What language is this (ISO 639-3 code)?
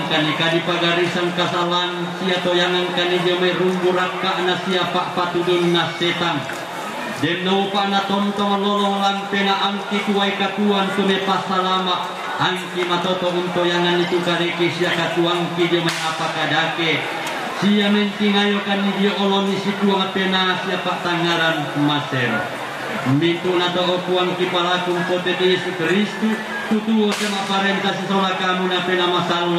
sda